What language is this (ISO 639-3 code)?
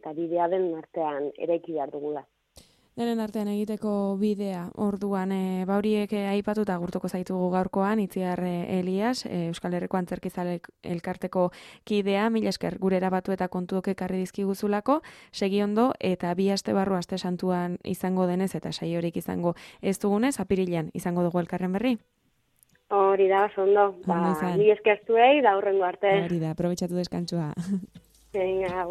eus